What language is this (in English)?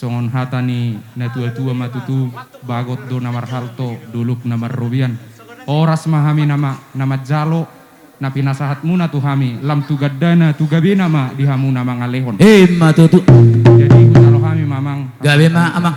Batak Toba